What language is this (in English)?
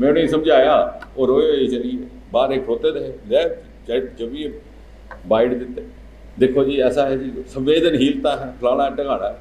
Dogri